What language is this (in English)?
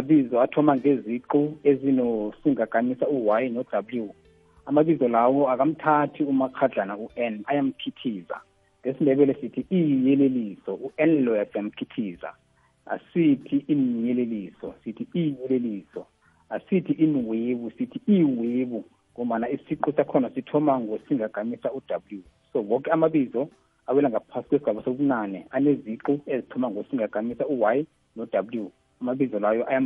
South Ndebele